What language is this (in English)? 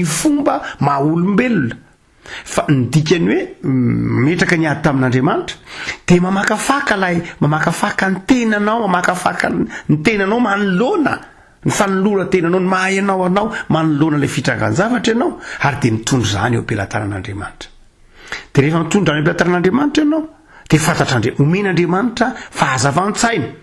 Malagasy